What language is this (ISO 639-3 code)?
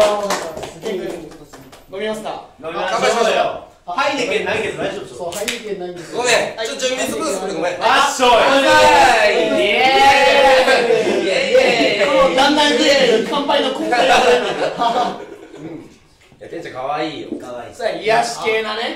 jpn